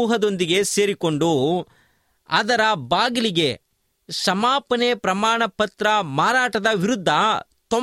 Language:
Kannada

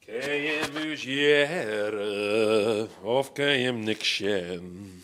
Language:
Western Frisian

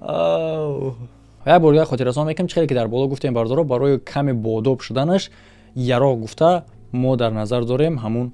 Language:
Tajik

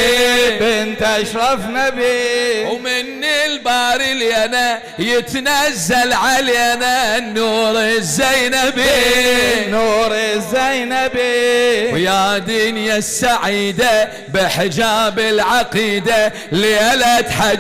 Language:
Mesopotamian Arabic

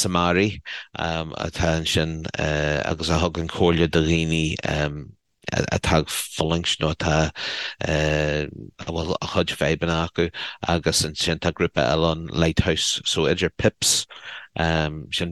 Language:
Irish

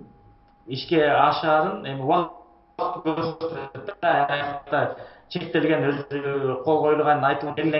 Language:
Kyrgyz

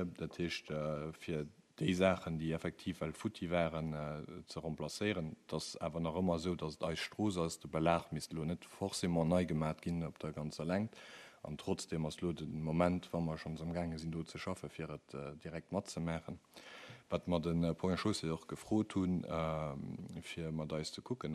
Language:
Luxembourgish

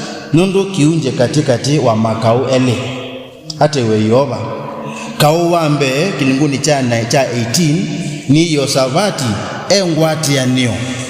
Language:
Kamba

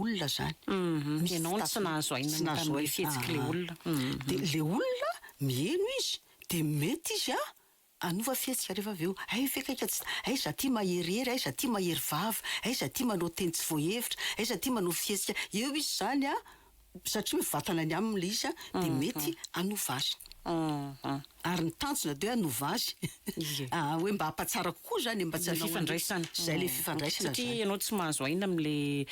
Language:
Malagasy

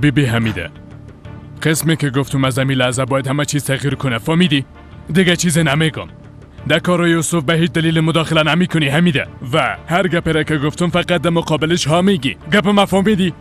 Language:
Persian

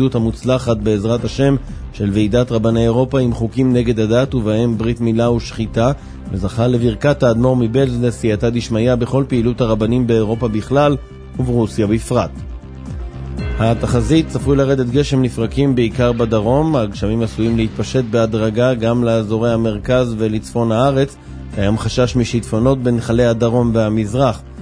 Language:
Hebrew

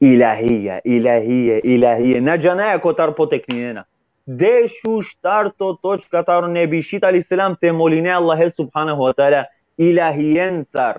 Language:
Balkan Romani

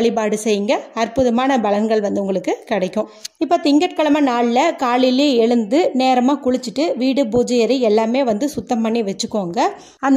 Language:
Tamil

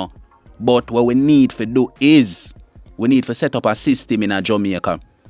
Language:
Jamaican Creole English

